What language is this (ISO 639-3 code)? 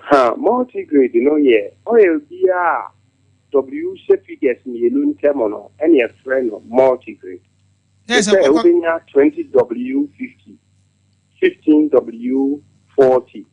aka